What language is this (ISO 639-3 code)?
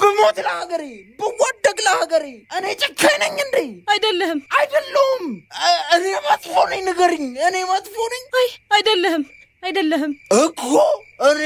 amh